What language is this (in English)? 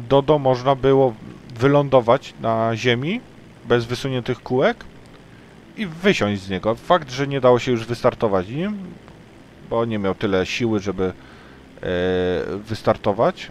Polish